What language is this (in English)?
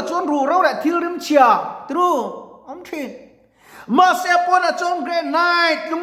Mizo